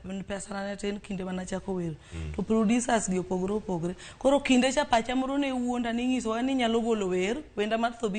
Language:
Luo (Kenya and Tanzania)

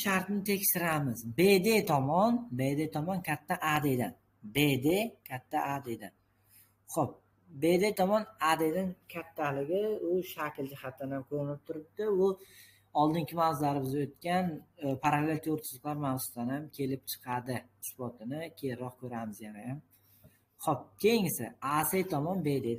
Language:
Uzbek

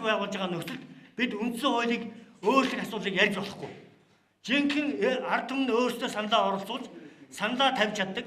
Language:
Mongolian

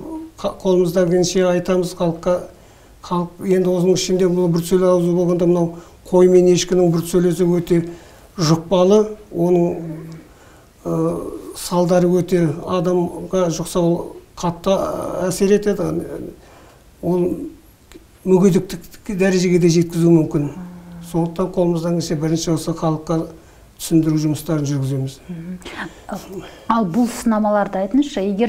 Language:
Kazakh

